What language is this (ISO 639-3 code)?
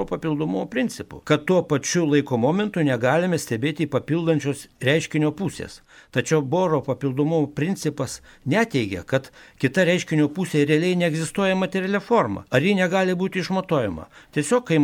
lit